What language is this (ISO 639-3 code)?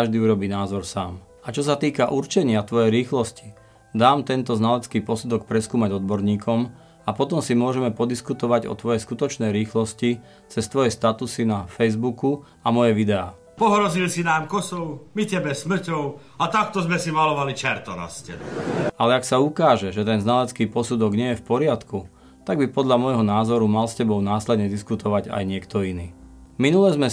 slk